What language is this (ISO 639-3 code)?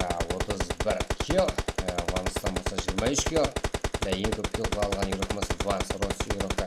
kaa